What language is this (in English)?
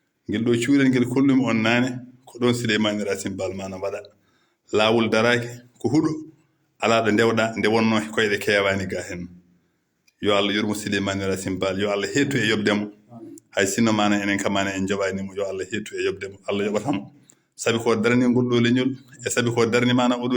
Fula